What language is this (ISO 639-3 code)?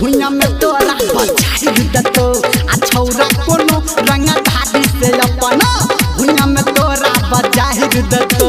mai